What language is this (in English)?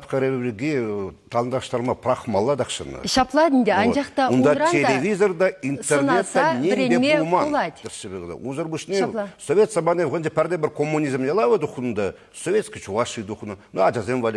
Chuvash